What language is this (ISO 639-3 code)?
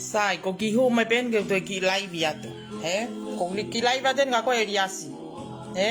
ton